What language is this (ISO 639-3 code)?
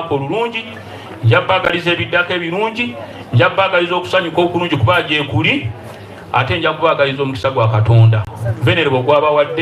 xog